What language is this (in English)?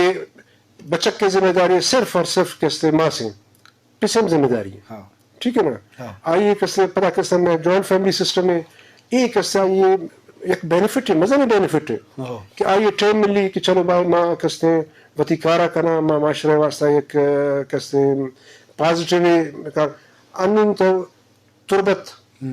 Baluchi